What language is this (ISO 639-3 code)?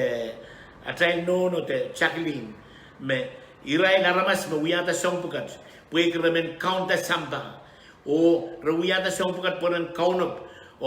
pon